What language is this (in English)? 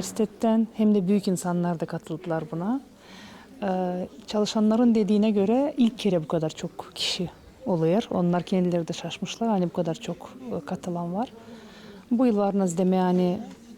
Gagauz